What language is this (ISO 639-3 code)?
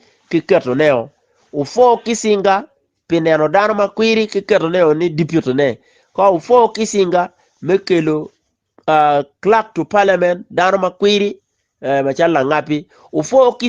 ach